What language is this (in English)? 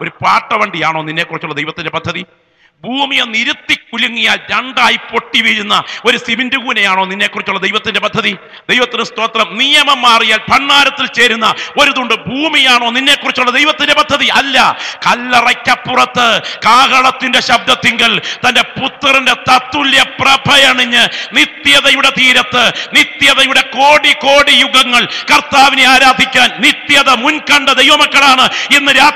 Malayalam